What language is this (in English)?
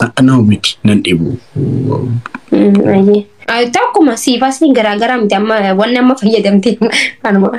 Oromo